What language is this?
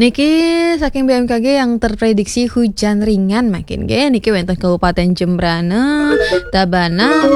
Balinese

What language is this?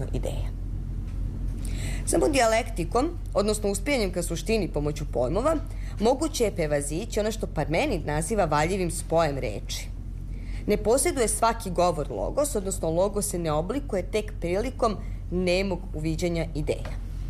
Serbian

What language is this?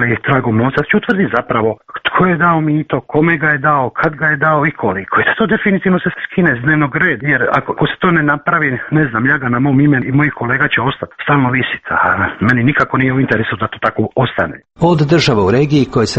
Croatian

